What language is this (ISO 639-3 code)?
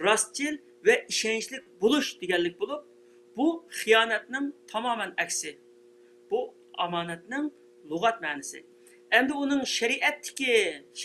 uig